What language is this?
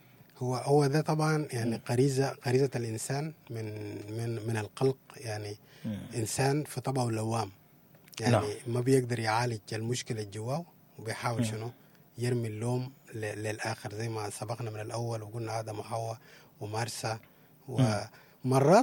Sudanese Arabic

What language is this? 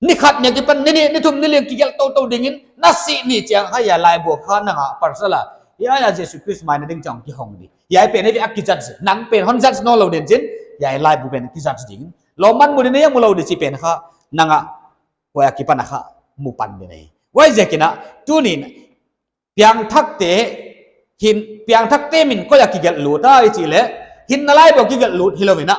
Paite Chin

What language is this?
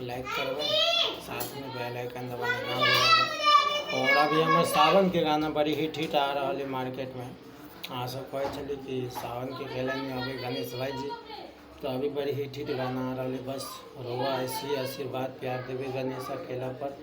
Maithili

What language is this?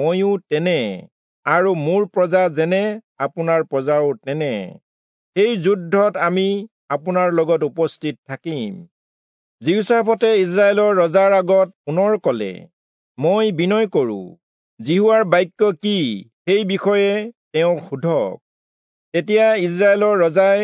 Assamese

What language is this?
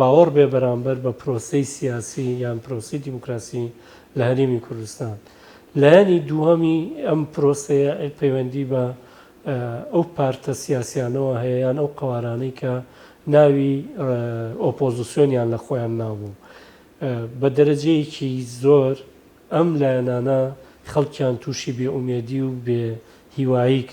Central Kurdish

